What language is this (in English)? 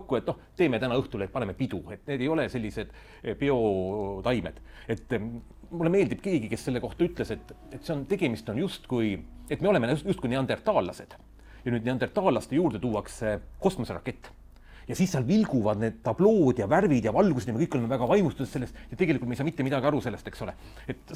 Estonian